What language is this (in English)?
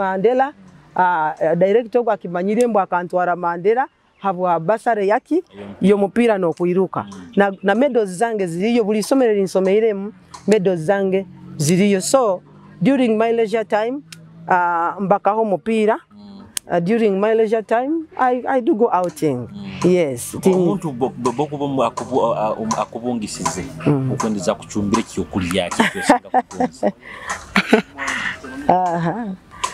Nyoro